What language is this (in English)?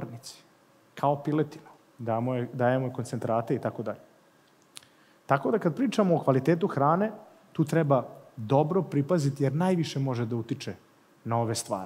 Serbian